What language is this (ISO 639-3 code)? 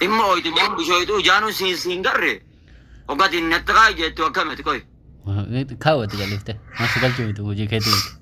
orm